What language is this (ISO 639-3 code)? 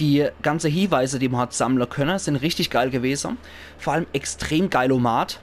pfl